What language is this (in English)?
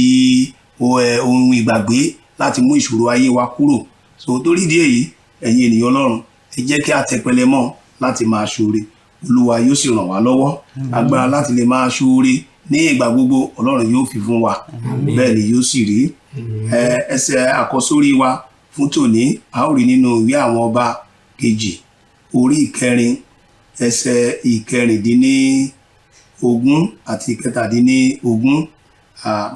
Yoruba